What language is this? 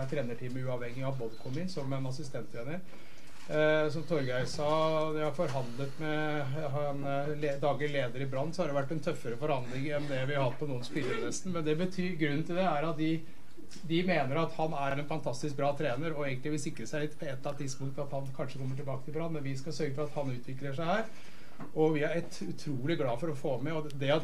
Norwegian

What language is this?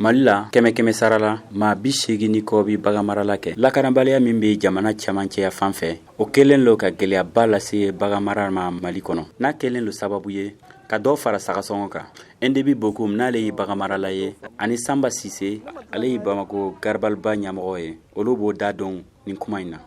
Bambara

